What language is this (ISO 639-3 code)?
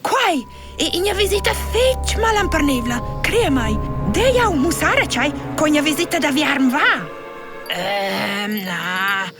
roh